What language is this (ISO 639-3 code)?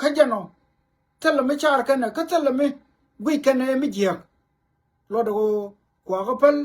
nus